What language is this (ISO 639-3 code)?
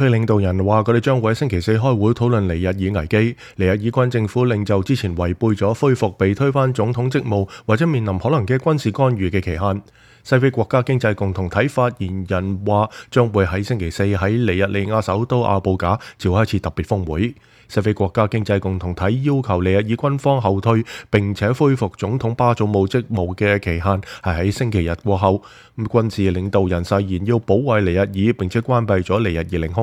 yue